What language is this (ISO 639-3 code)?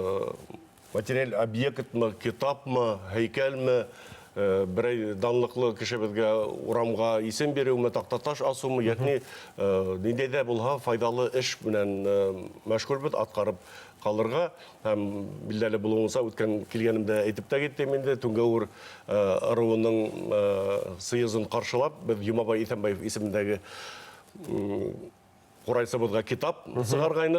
bak